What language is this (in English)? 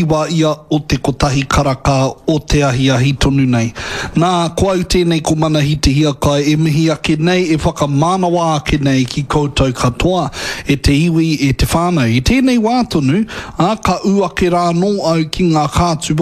Māori